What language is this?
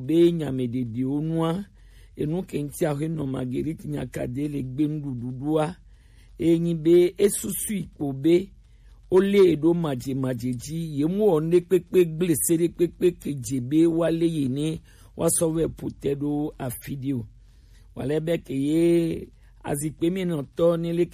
Gen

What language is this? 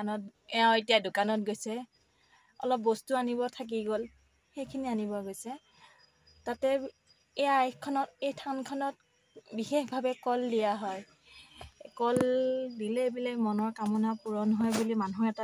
Assamese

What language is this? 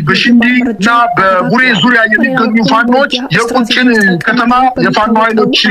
Amharic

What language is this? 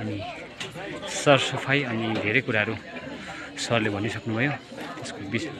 Nepali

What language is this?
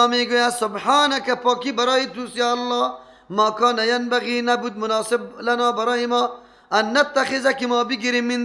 Persian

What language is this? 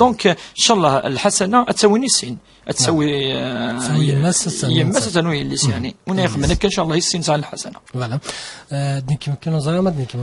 Kabyle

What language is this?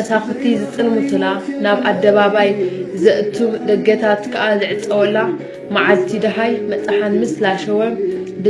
Tigrinya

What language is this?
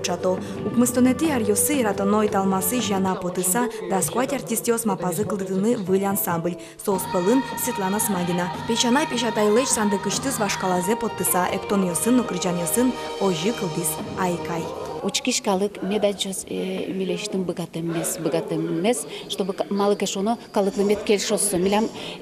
Udmurt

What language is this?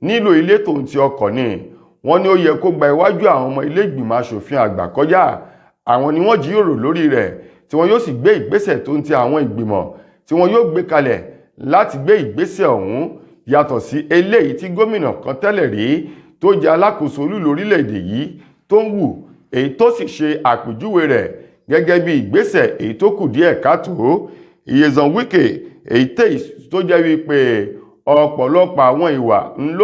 Yoruba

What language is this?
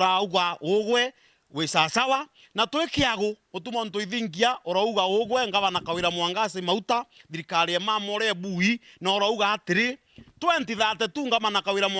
Meru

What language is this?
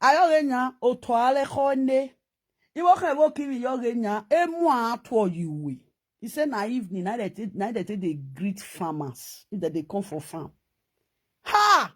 Nigerian Pidgin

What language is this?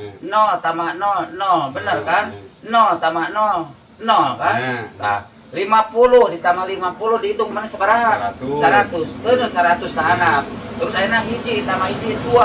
Sundanese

